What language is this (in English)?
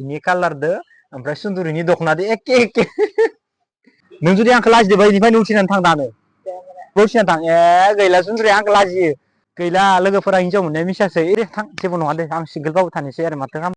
Bodo